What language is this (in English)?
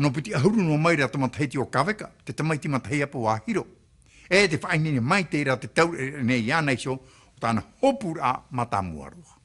Tahitian